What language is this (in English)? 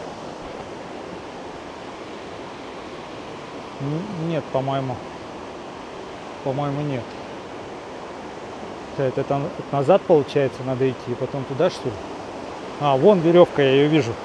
Russian